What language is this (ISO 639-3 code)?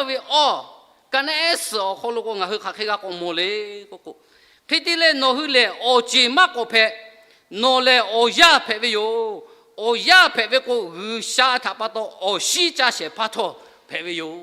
lhu